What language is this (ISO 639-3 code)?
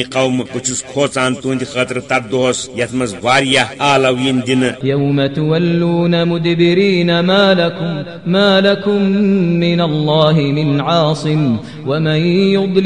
kas